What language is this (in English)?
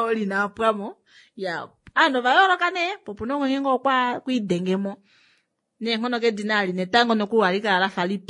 Kuanyama